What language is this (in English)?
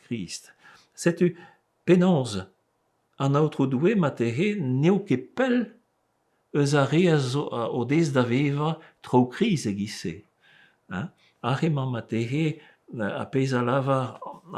Breton